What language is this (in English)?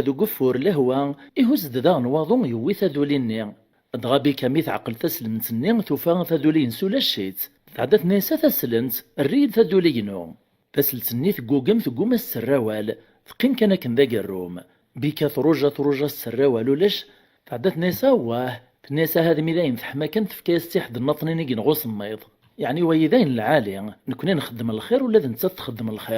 Kabyle